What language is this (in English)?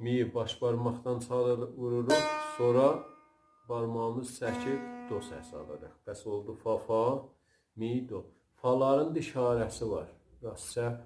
South Azerbaijani